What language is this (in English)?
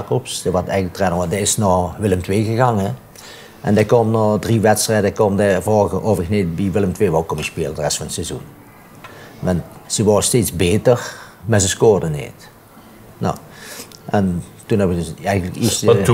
Limburgish